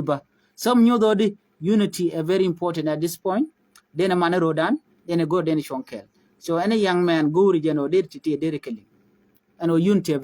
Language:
Nuer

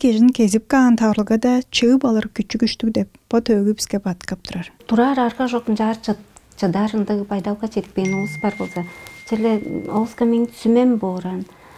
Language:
Tuvinian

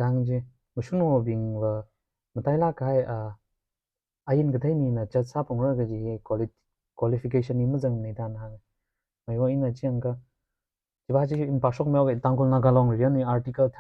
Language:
Tangkhul Naga (India)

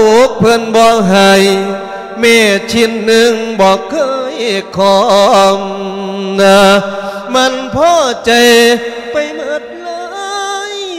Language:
Lao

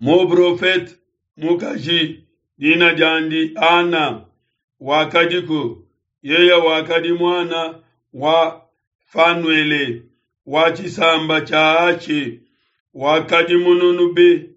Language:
Luba-Lulua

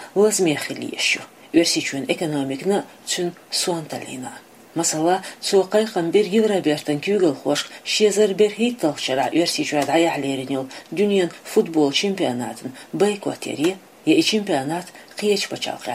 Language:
Chechen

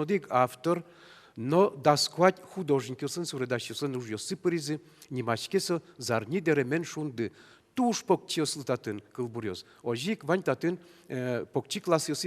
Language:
Udmurt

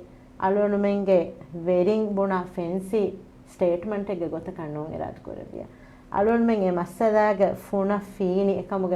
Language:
Divehi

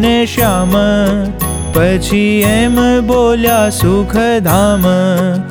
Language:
Gujarati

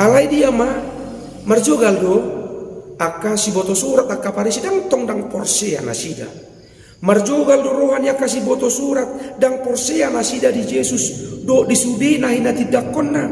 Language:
Batak Toba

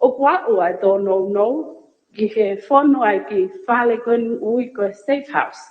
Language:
Tongan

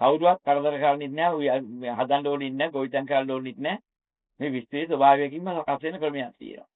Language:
Sinhala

